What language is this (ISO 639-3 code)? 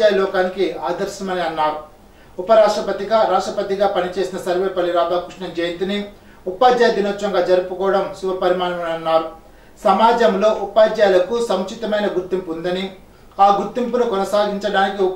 tel